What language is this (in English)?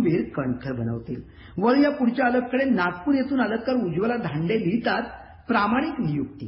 Marathi